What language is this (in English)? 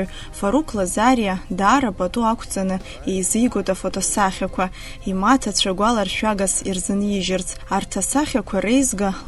Abkhazian